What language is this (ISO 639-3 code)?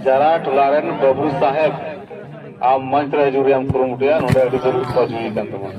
sat